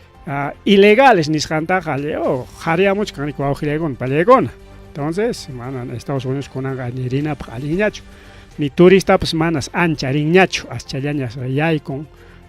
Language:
Ayacucho Quechua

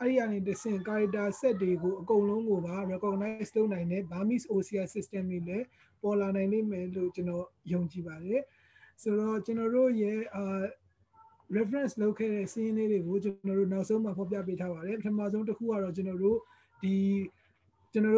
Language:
Burmese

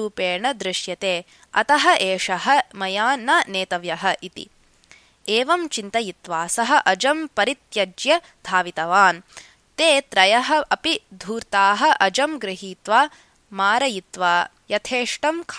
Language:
Sanskrit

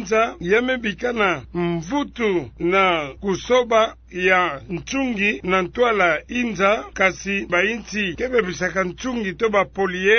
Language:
Kituba (Democratic Republic of Congo)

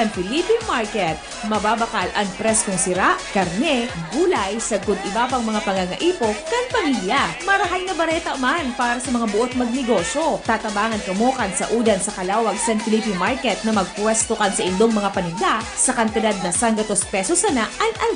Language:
Bikol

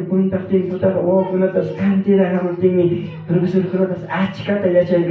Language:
Ayacucho Quechua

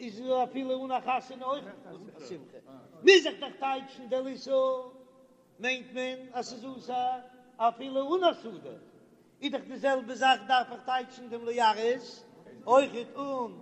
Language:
Yiddish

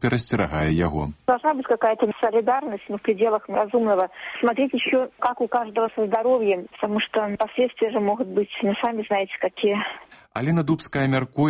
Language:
Belarusian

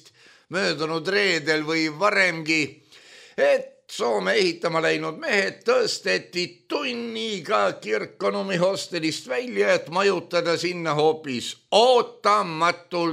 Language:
Estonian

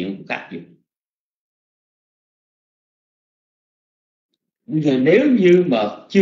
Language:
Vietnamese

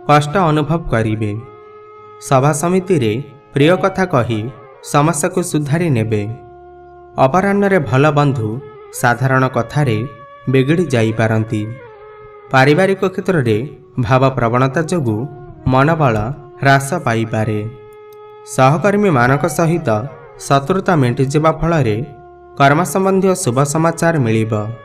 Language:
Odia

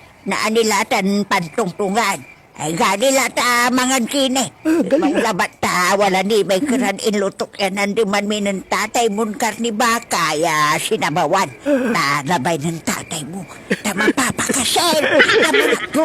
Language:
Pangasinan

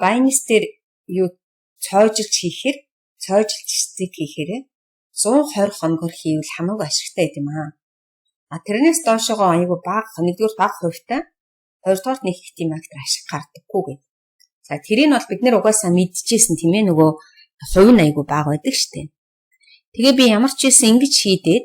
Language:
Mongolian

